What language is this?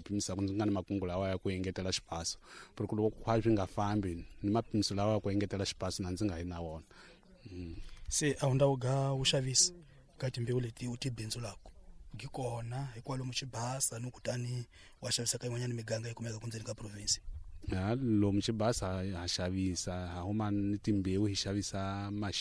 Tsonga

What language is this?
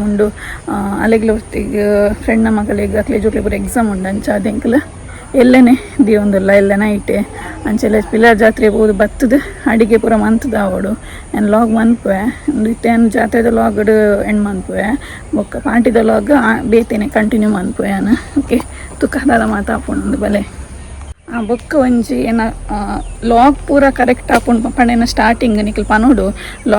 Tulu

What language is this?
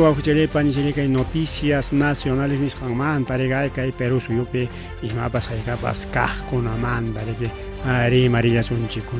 Ayacucho Quechua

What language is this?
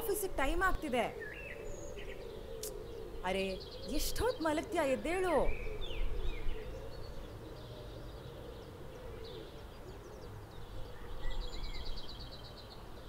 Kannada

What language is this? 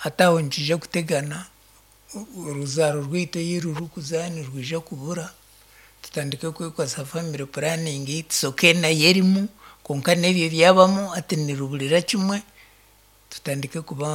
Nyankole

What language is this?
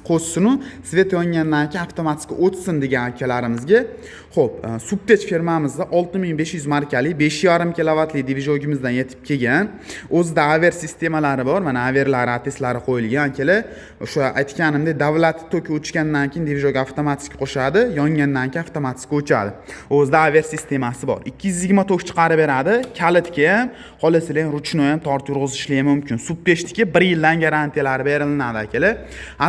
Uzbek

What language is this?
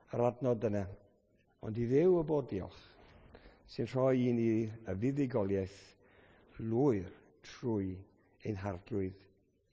Welsh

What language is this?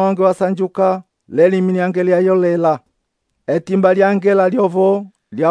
Umbundu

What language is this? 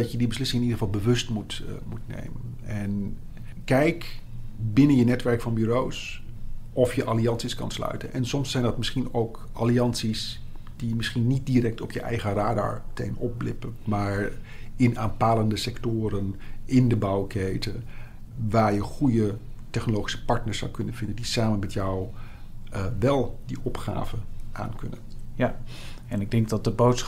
Dutch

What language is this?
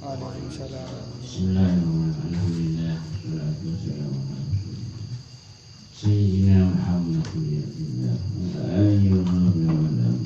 Madurese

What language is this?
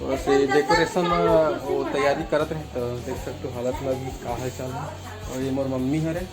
Chhattisgarhi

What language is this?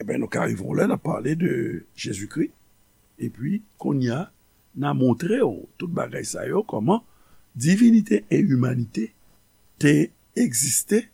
Haitian Creole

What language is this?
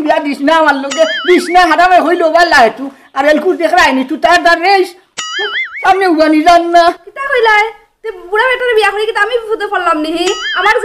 Sylheti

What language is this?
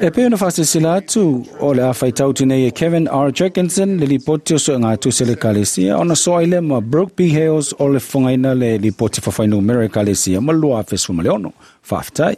Samoan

